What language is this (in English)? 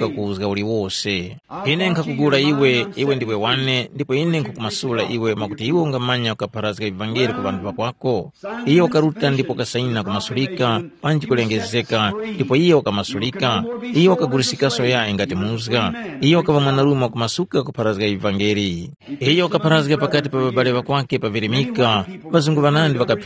Tumbuka